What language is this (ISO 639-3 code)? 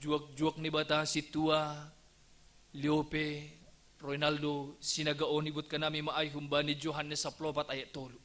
bts